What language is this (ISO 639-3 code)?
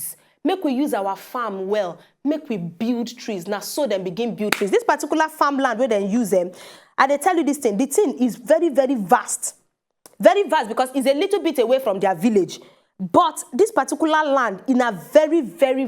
pcm